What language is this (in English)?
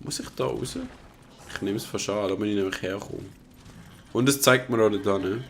Swiss German